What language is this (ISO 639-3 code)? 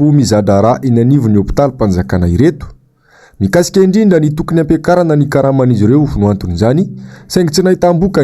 mlg